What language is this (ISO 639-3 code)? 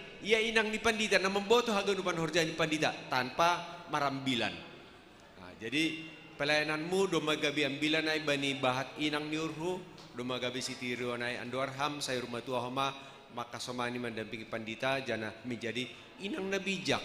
bts